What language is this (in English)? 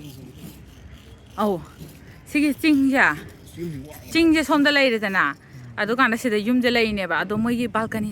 Manipuri